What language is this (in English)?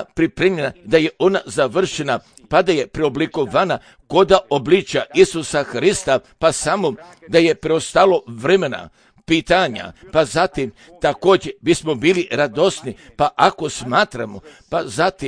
Croatian